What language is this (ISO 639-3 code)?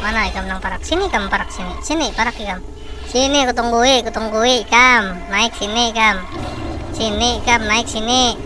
bjn